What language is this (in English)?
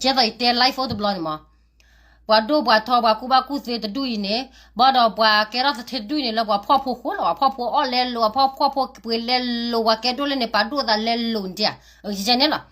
S'gaw Karen